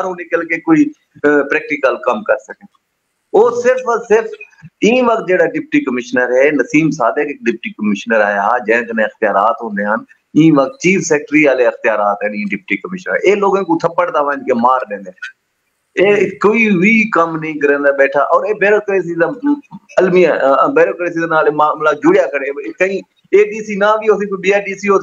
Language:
Saraiki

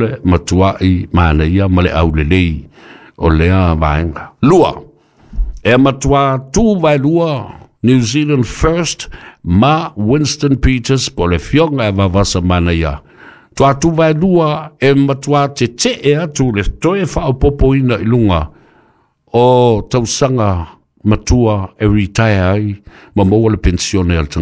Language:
Samoan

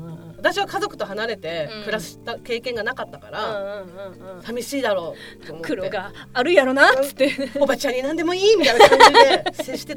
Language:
Japanese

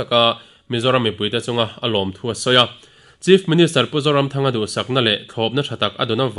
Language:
Mizo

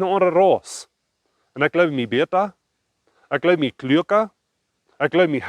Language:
Plautdietsch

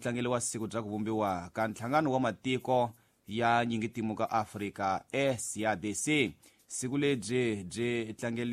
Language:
Tsonga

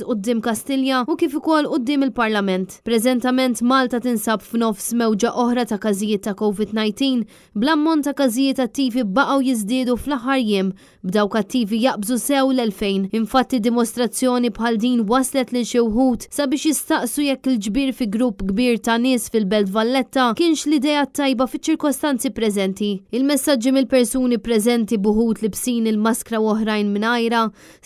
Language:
Maltese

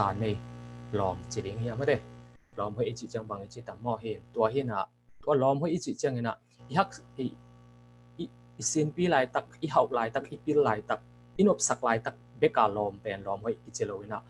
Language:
Tedim Chin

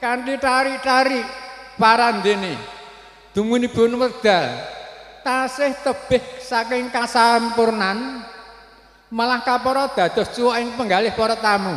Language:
Javanese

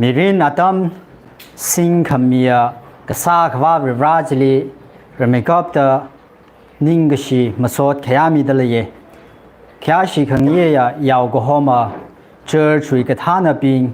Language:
Tangkhul Naga (India)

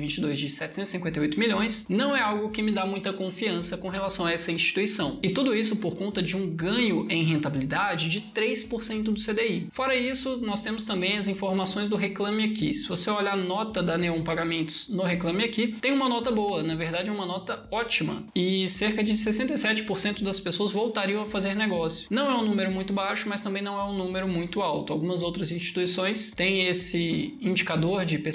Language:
Portuguese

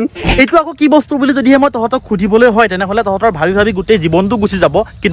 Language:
Assamese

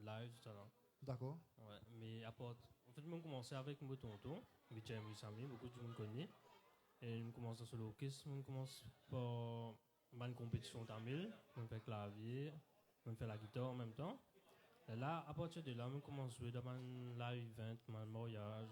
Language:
Morisyen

